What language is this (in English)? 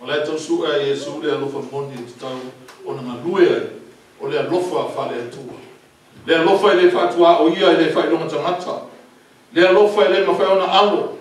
Samoan